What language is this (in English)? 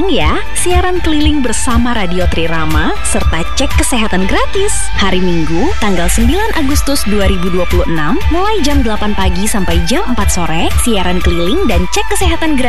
Indonesian